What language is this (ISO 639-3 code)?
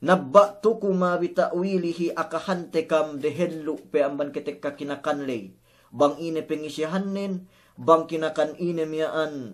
yka